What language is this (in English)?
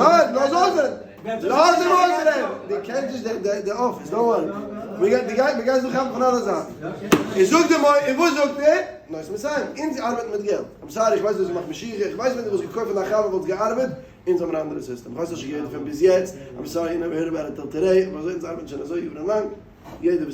Yiddish